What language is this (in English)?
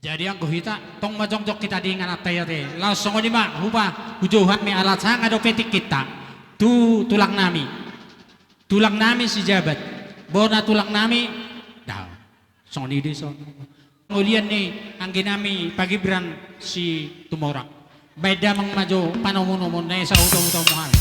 Batak Toba